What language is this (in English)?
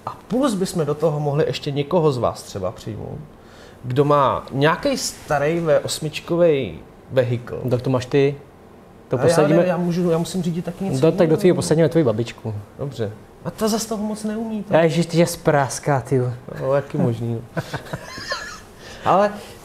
Czech